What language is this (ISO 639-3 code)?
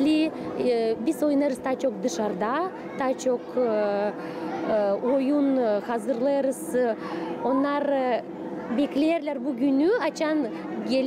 gag